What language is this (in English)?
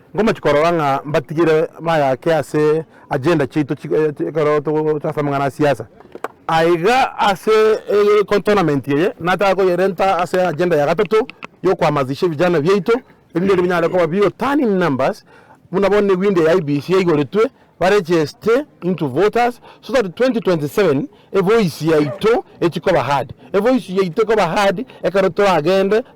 Gusii